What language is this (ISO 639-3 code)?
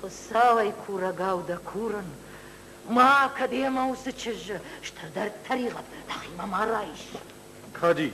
oss